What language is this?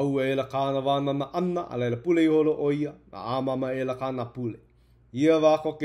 Hawaiian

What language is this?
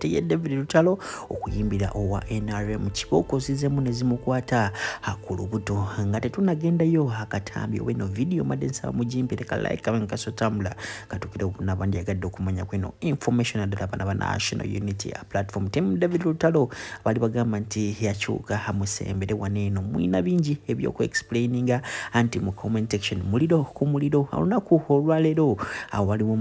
Ganda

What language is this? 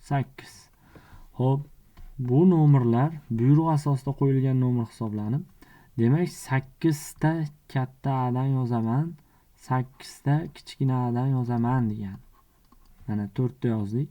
Uzbek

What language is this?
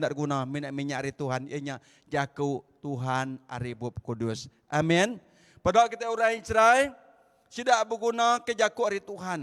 Iban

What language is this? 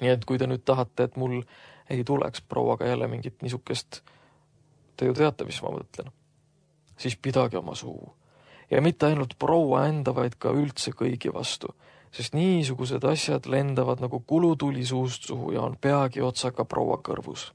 Estonian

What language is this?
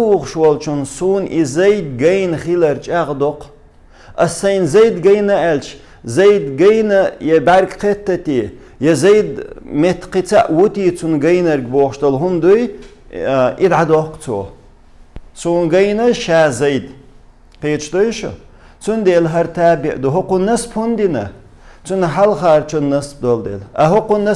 Chechen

